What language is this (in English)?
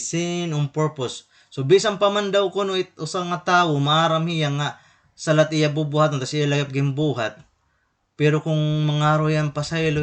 Waray